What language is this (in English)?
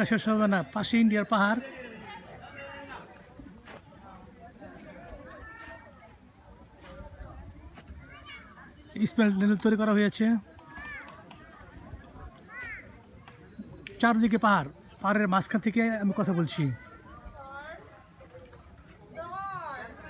Bangla